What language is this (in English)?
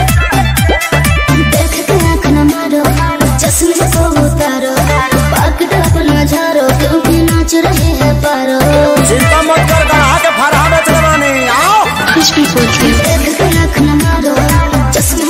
Bhojpuri